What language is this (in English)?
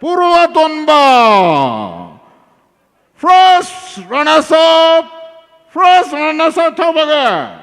Poumei Naga